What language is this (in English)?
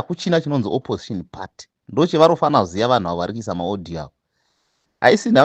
Shona